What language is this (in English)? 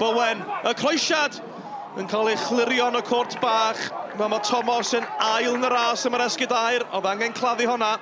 Welsh